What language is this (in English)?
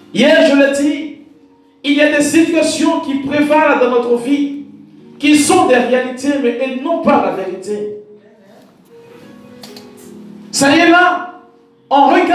French